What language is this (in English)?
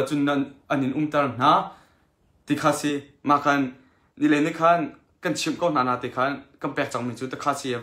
Hakha Chin